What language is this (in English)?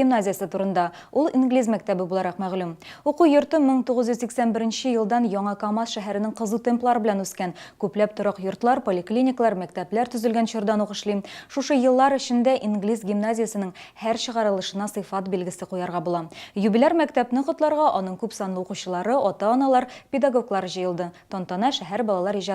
Tatar